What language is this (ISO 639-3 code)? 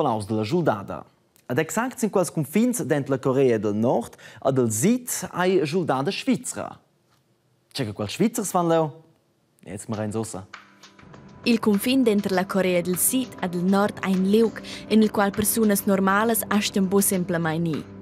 roh